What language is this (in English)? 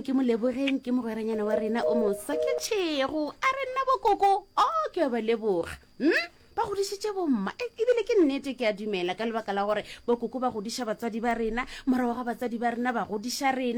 Northern Sotho